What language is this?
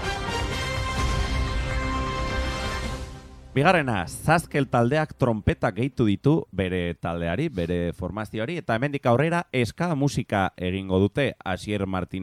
Basque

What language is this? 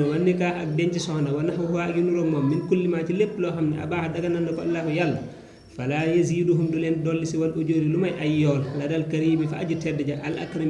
Wolof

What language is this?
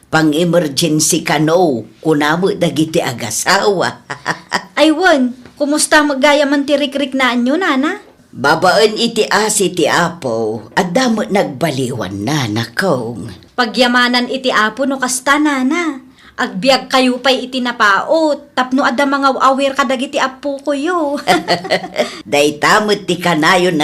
Iloko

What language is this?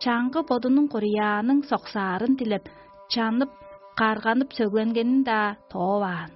Tuvinian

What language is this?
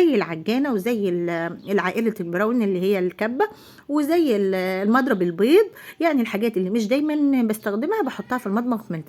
Egyptian Arabic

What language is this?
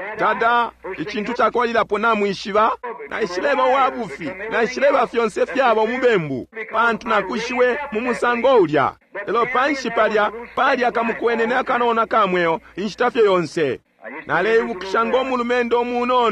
Bemba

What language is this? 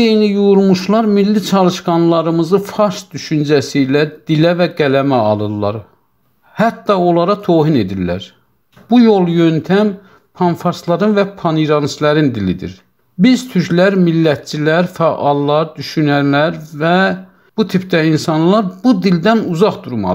South Azerbaijani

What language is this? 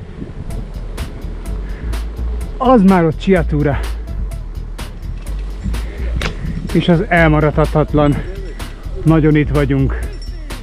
Hungarian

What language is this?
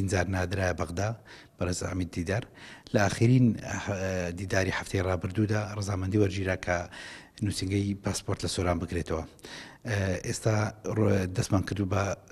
Central Kurdish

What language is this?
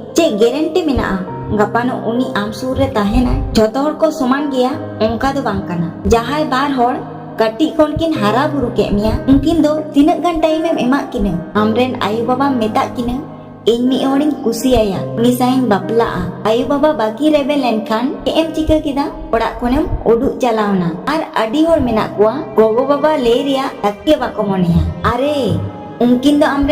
Santali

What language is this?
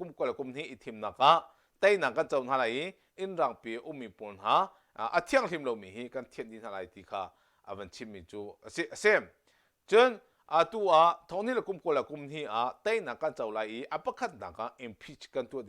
Hakha Chin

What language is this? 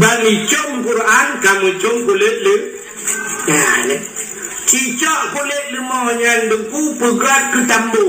Achinese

